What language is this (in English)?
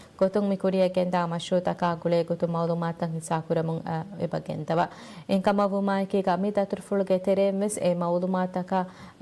Divehi